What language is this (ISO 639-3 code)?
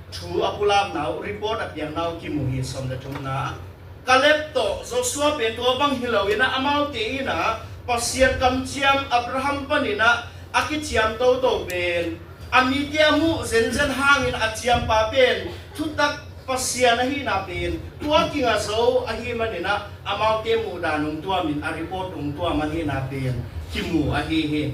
ctd